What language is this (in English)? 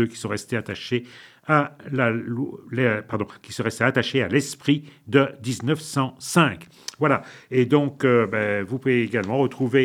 French